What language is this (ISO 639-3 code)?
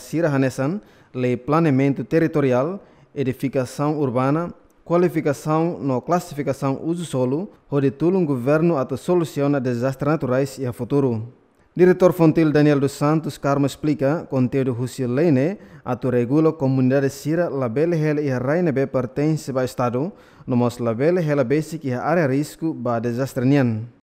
tet